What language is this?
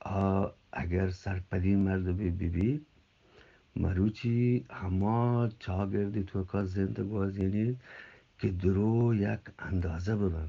Eastern Balochi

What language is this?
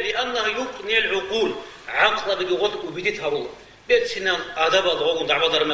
Avaric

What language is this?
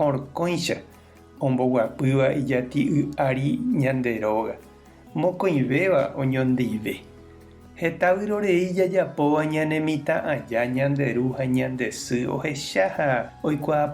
Guarani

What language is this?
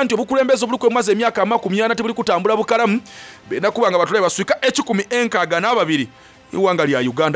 Soga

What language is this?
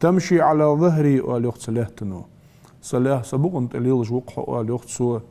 Ingush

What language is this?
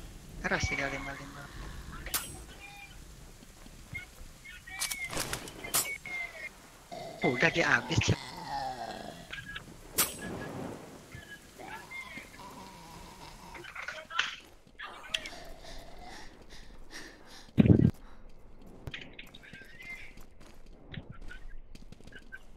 Indonesian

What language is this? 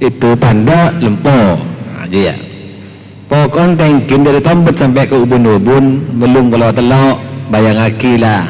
Madurese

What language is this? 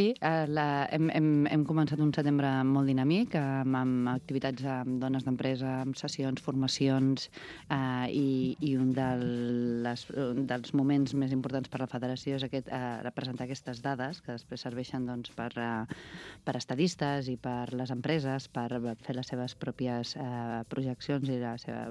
Catalan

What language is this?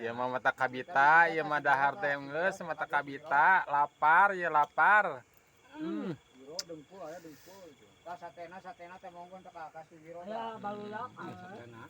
Sundanese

